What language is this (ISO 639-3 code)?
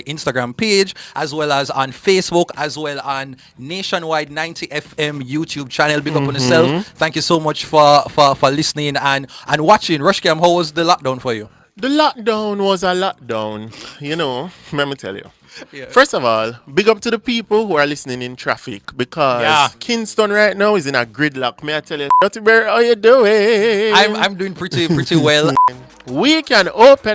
jam